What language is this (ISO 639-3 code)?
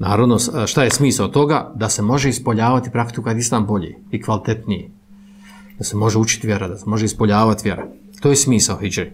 bos